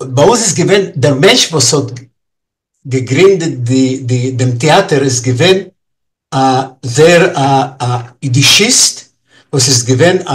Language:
Yiddish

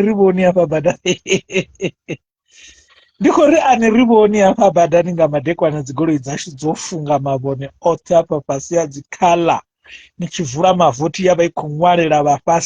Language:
Venda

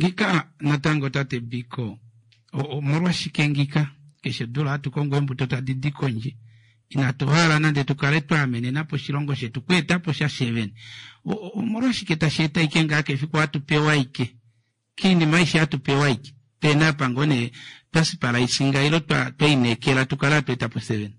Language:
Kuanyama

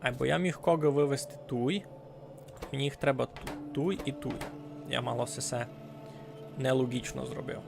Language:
Rusyn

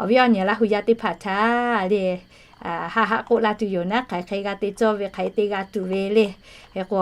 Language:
Lahu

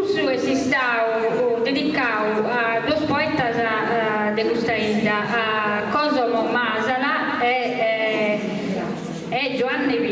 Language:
Sardinian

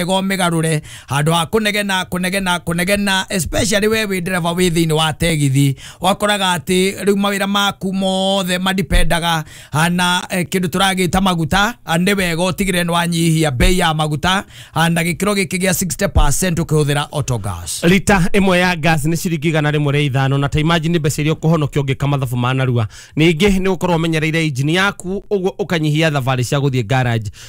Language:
Kikuyu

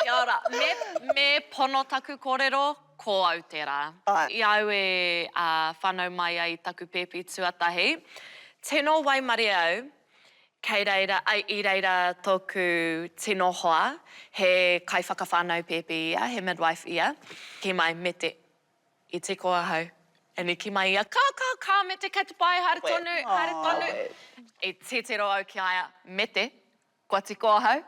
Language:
Māori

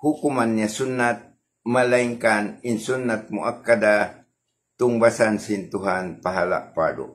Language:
Tausug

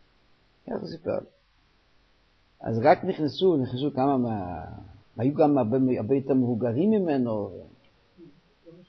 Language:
Hebrew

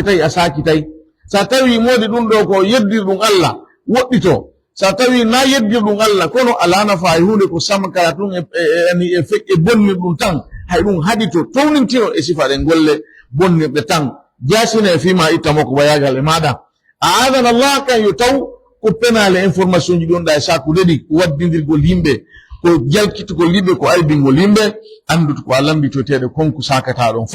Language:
Pular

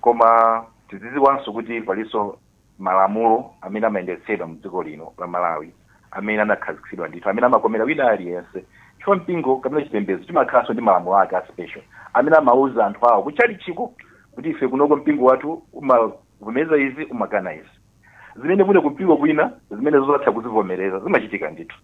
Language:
Nyanja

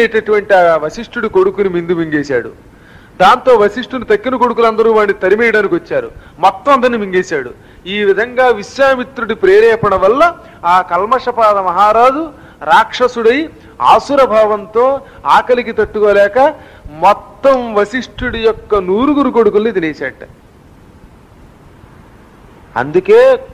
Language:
Telugu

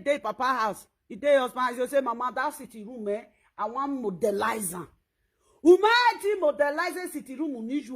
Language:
Nigerian Pidgin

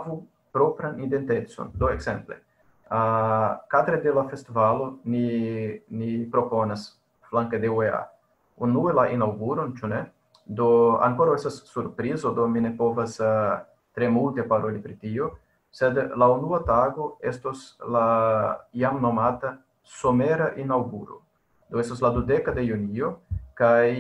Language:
Esperanto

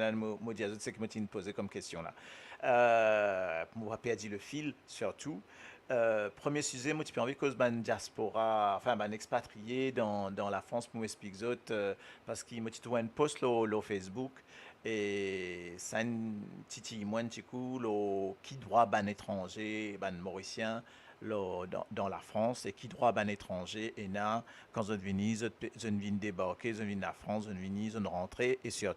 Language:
Morisyen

